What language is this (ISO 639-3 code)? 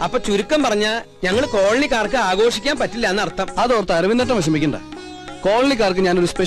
mal